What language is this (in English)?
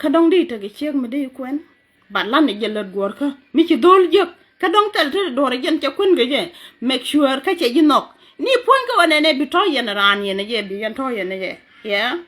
Nuer